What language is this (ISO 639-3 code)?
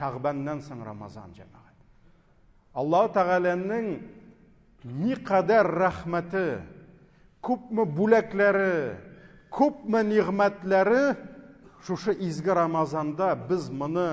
tat